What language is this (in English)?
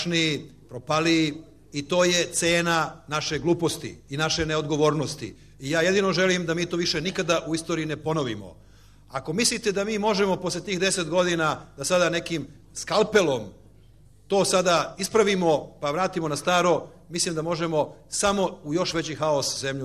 Serbian